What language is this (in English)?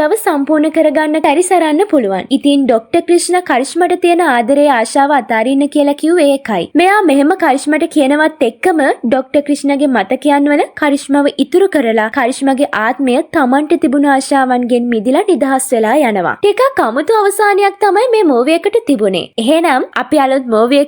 Sinhala